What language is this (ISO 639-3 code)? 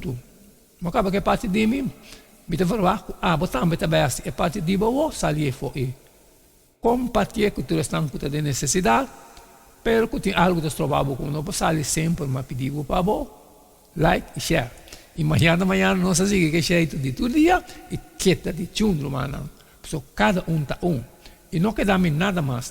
pap